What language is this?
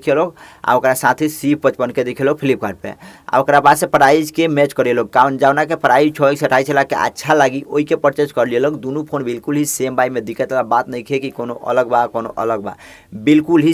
Bhojpuri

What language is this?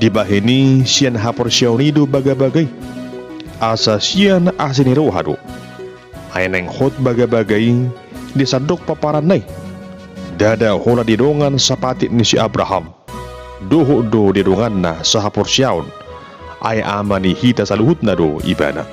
Batak Toba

